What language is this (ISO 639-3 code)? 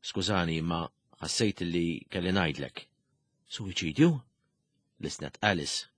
mlt